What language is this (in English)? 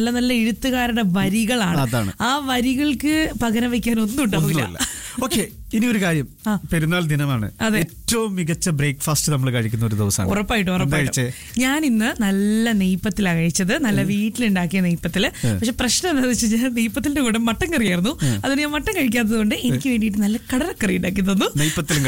Malayalam